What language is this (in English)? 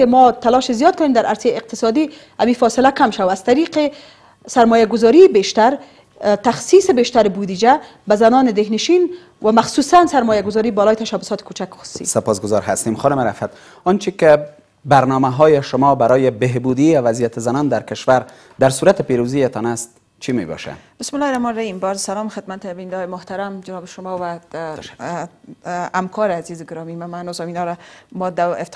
Persian